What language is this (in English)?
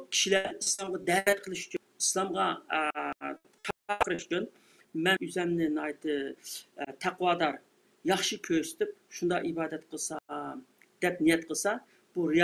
Uyghur